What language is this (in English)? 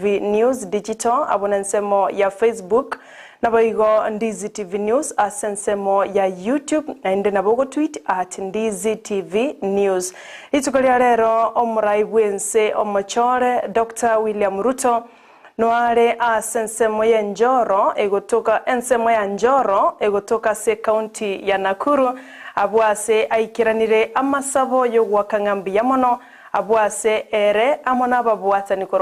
Gusii